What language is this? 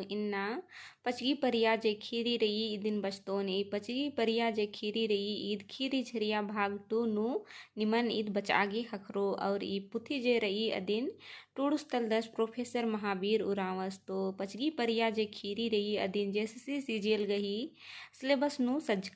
Kurukh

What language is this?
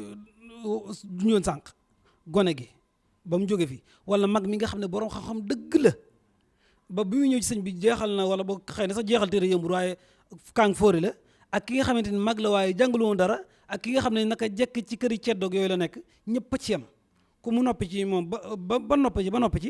Wolof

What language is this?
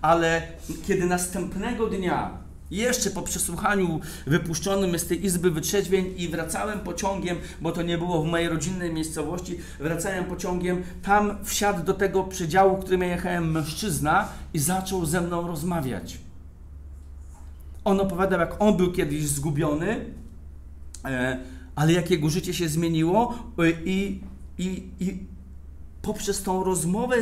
Polish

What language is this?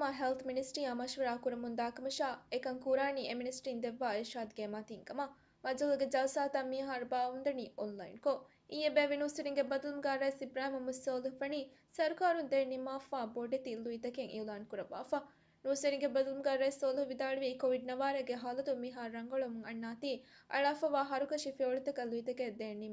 Divehi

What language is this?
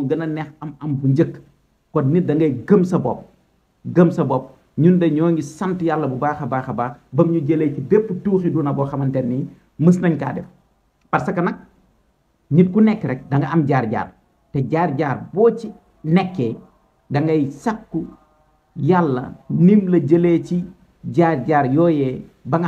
Wolof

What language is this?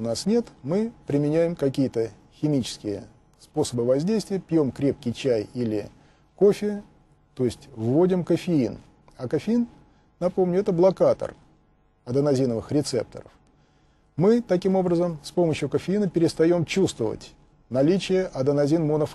Russian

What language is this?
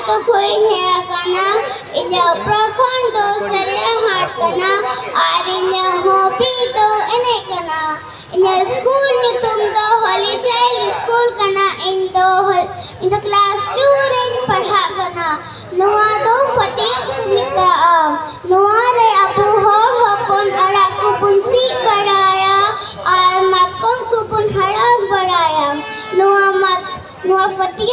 Santali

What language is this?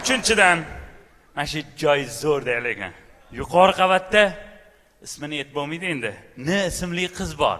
Uzbek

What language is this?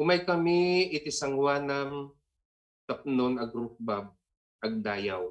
Iloko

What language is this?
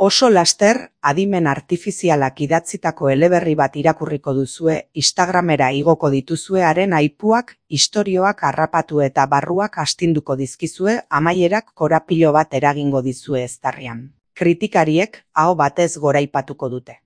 Basque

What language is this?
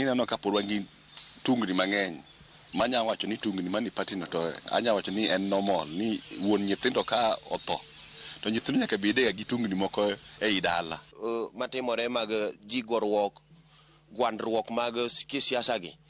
Luo (Kenya and Tanzania)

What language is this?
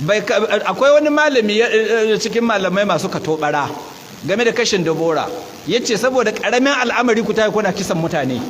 Hausa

